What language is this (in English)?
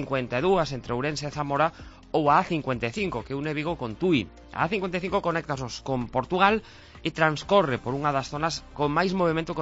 Galician